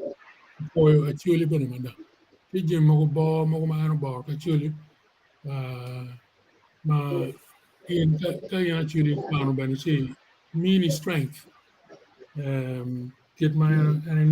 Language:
Acoli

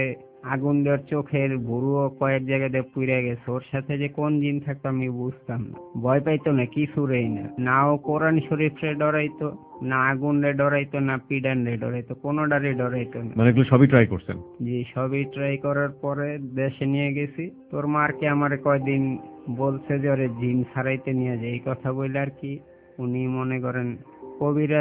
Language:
Bangla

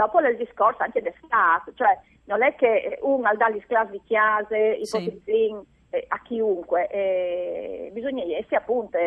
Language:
Friulian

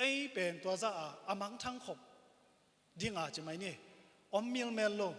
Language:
Tedim Chin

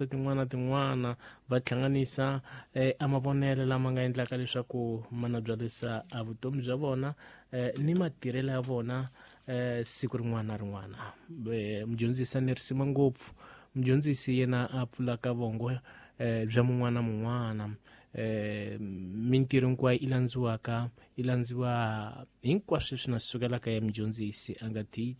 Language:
Tsonga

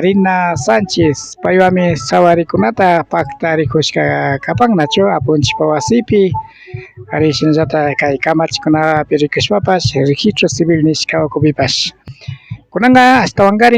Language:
Imbabura Highland Quichua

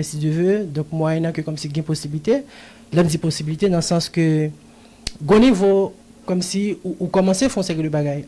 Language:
Haitian Creole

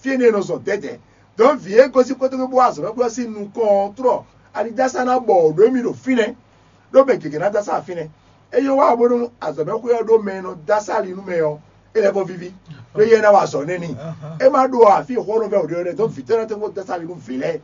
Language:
Fon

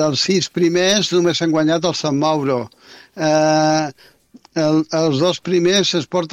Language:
Catalan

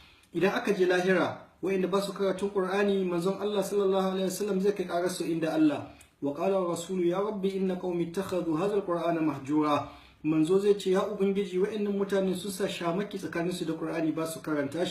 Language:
Hausa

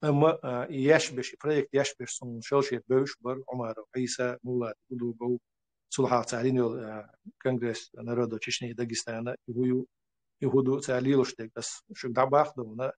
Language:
Chechen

